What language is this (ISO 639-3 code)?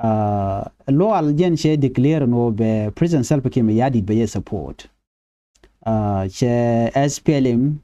nus